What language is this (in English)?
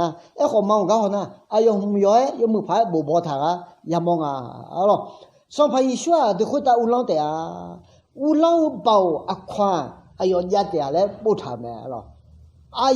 Akha